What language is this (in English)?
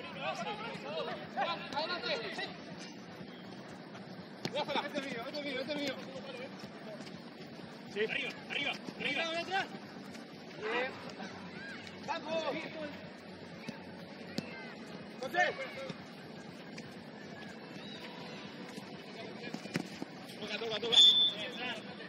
Spanish